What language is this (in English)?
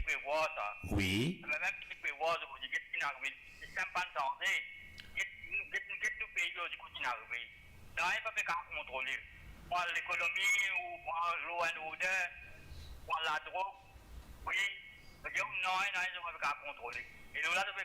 Morisyen